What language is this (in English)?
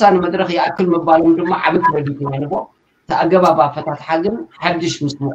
Tigrinya